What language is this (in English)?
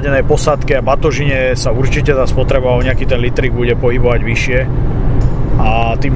Slovak